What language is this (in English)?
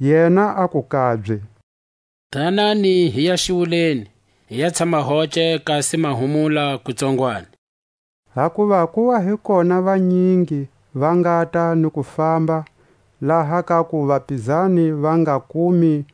Tswa